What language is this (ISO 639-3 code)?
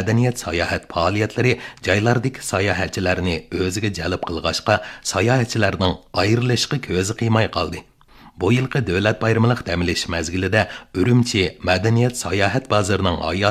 uig